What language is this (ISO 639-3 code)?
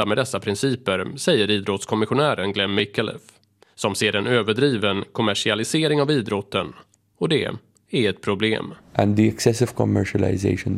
swe